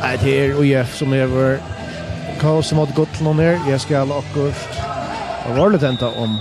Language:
Faroese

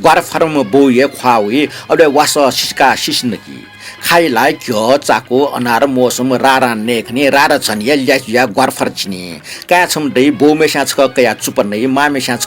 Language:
Newari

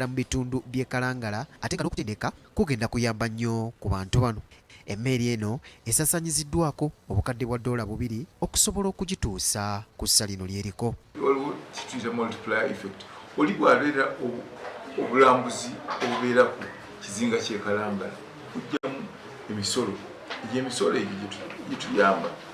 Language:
Ganda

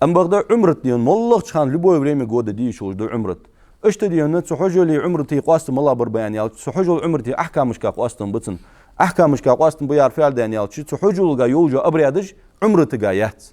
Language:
Ingush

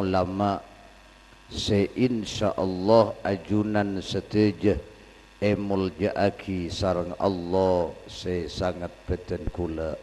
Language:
Madurese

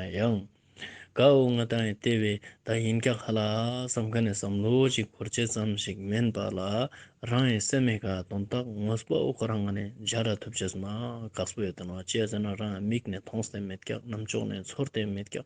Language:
Ladakhi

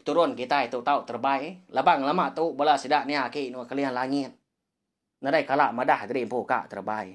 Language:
Iban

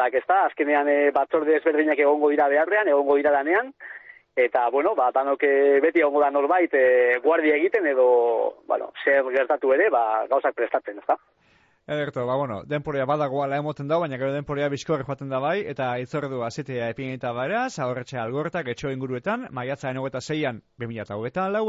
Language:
Basque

